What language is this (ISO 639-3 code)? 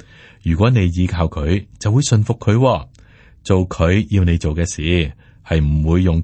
yue